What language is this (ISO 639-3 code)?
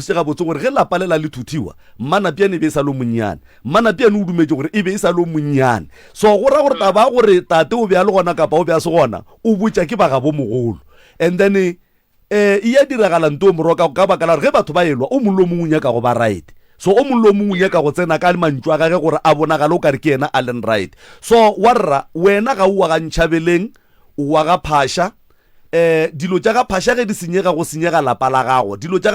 nso